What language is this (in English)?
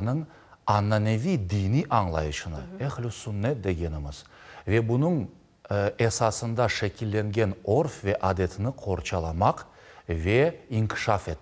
Crimean Tatar